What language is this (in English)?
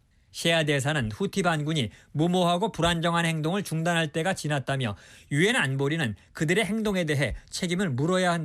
Korean